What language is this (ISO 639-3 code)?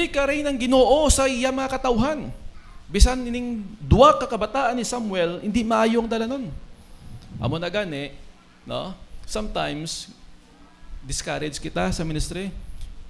hil